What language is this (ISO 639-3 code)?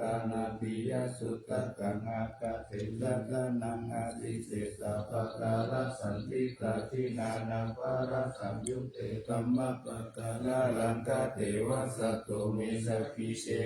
pli